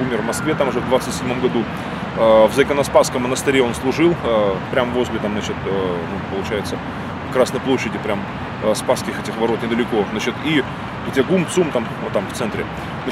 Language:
Russian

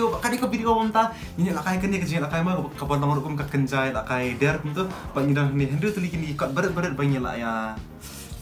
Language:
Khasi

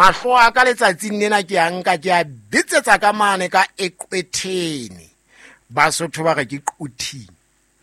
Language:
Southern Sotho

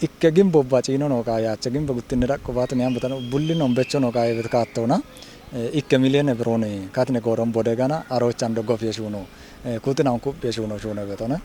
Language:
Kafa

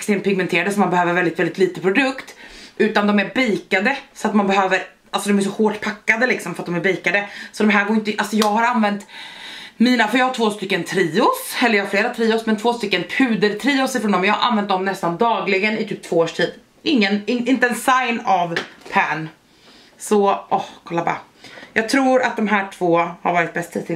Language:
Swedish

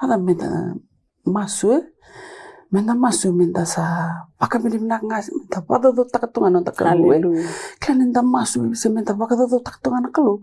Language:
Fijian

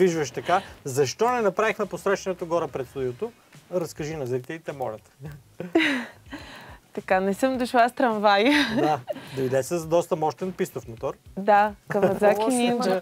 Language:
Bulgarian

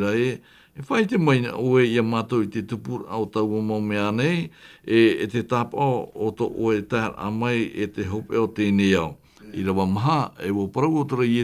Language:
Tahitian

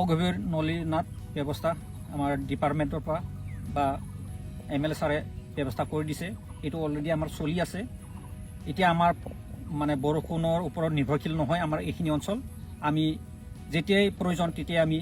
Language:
Assamese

